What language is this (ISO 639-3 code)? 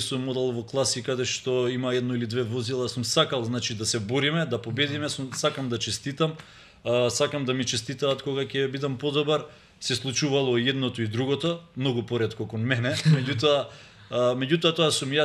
mkd